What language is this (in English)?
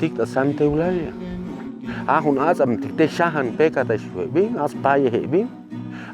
Chuj